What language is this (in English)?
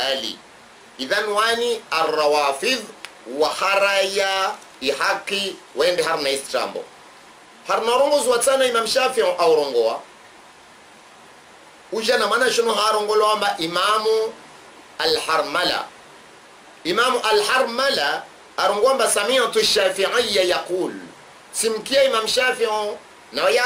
Swahili